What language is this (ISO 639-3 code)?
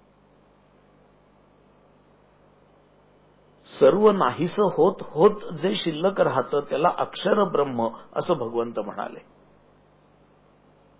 mar